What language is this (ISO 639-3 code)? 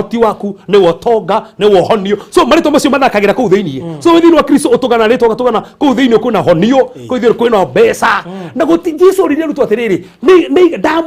kik